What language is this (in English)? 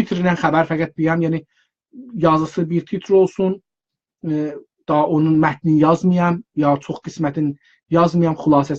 South Azerbaijani